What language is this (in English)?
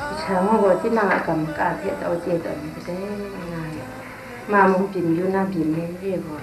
Kachin